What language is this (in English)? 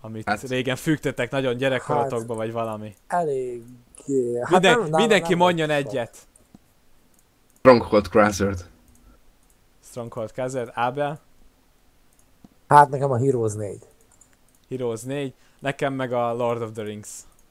Hungarian